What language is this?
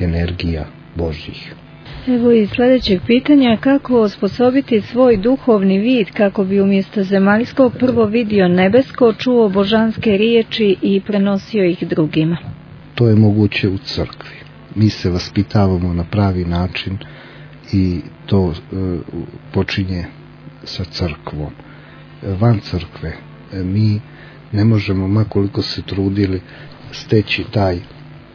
Serbian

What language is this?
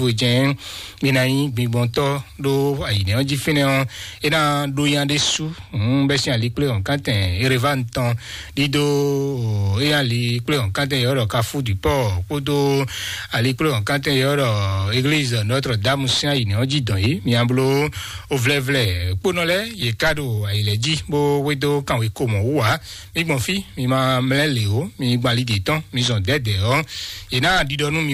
Fon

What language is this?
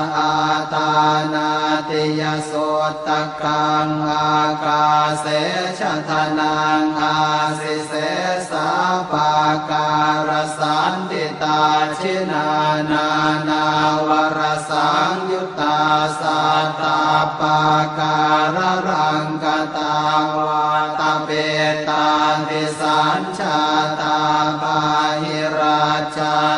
Pali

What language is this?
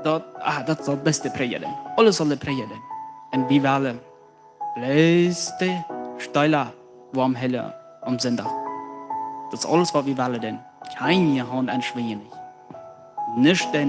Plautdietsch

